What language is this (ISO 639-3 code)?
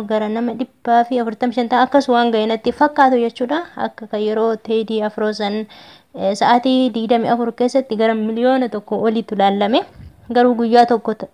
orm